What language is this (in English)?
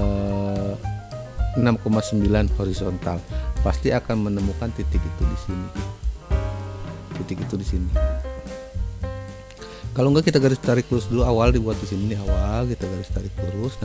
Indonesian